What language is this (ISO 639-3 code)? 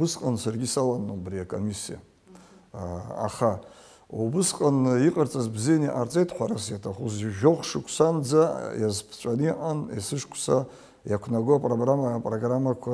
abk